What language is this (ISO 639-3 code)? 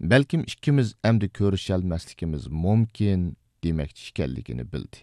uig